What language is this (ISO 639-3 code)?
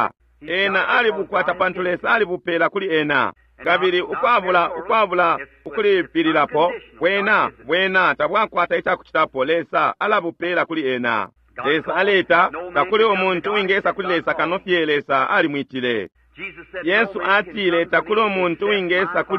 bem